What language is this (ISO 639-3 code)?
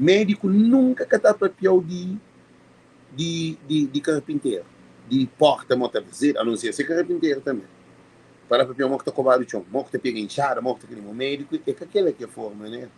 kea